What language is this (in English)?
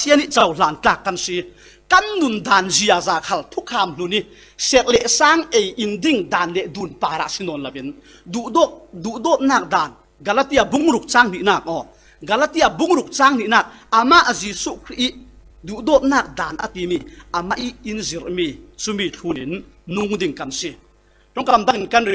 Falam Chin